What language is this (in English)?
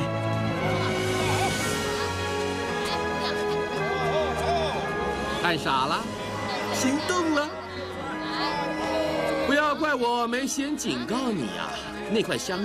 Chinese